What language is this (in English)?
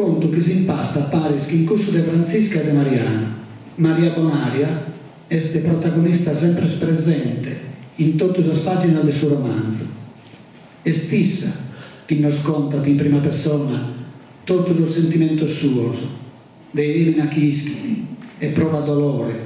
Sardinian